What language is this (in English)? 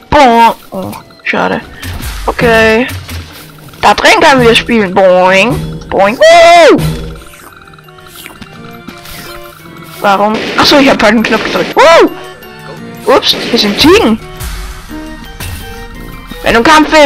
German